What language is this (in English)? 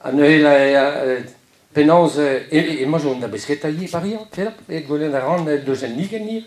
Breton